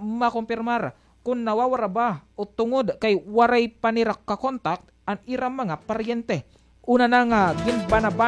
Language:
Waray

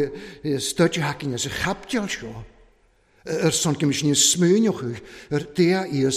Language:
Welsh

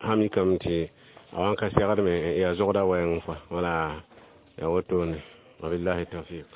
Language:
Mossi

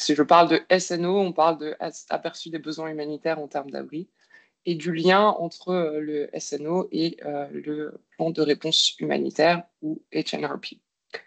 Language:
French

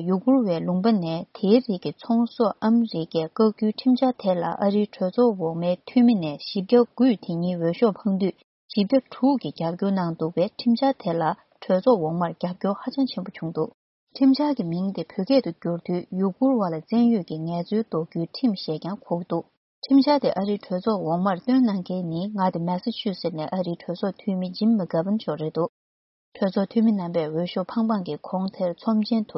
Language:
Tibetan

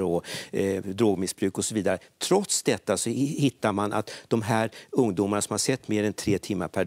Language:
Swedish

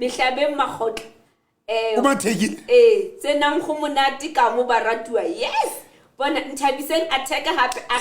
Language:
Southern Sotho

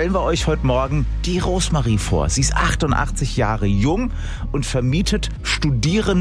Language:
German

